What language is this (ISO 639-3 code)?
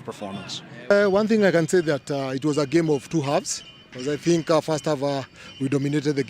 mer